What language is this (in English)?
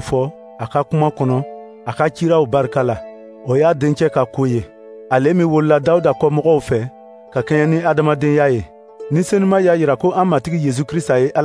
Dyula